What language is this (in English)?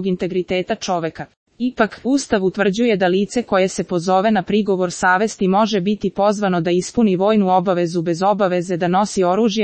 Serbian